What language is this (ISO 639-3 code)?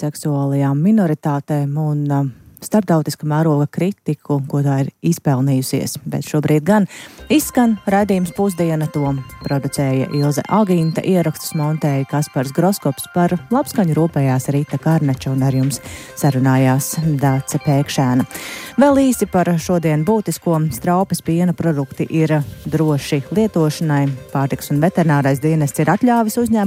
lav